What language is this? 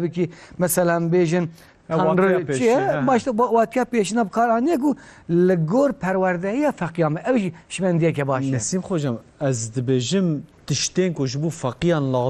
Kurdish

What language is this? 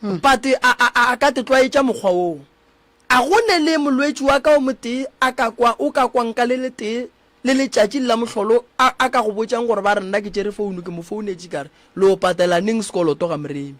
Northern Sotho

